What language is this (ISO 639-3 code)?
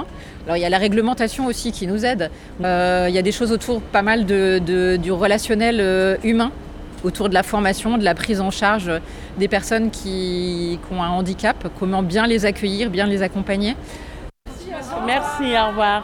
fra